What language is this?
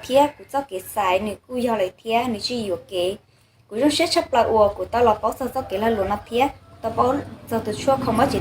Hmong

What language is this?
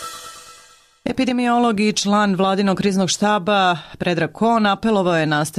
Serbian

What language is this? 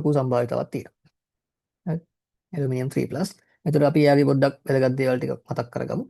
Sinhala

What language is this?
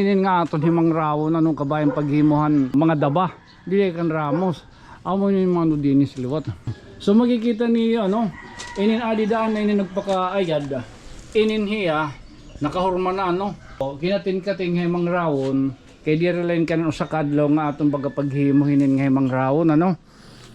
Waray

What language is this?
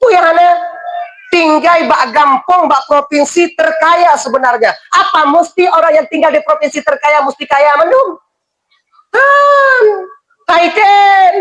Achinese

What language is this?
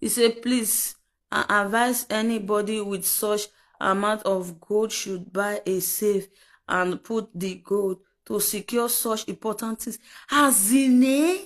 Nigerian Pidgin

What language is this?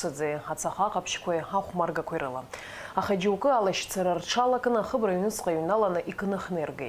Abkhazian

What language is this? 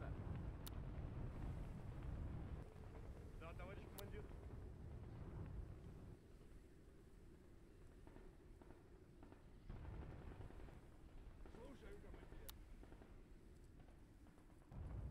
Russian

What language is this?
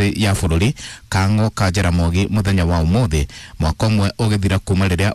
Kikuyu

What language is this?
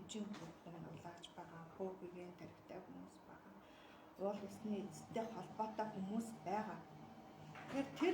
Mongolian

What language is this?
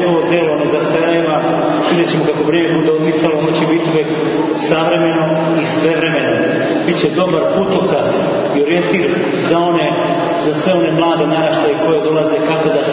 Serbian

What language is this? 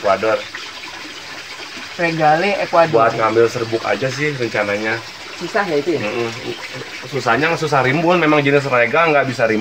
Indonesian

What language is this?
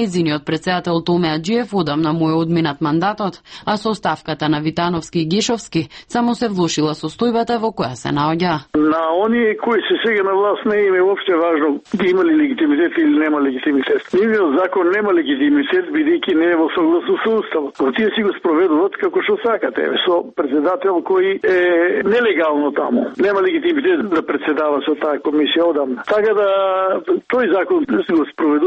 Macedonian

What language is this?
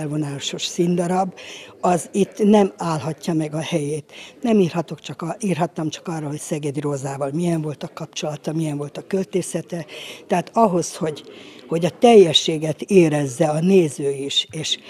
Hungarian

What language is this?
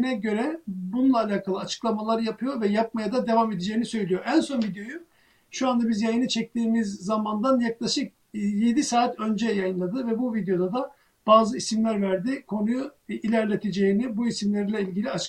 Turkish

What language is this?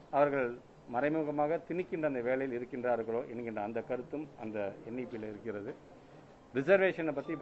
Tamil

